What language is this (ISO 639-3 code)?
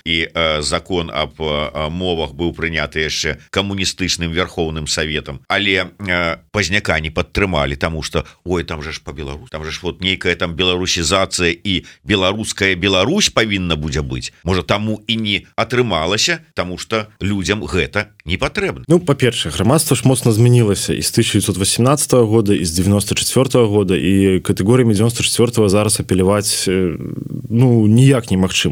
bel